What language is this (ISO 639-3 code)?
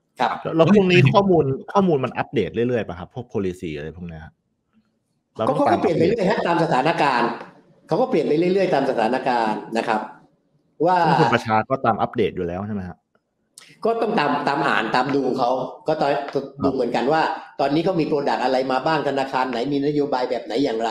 tha